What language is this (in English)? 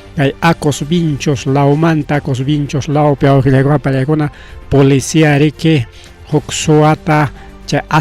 Ayacucho Quechua